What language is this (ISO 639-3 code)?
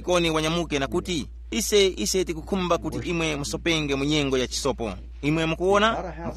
tum